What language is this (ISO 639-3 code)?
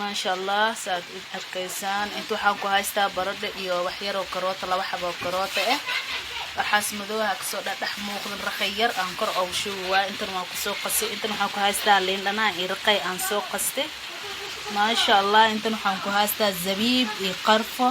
som